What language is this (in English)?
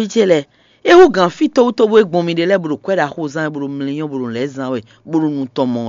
Fon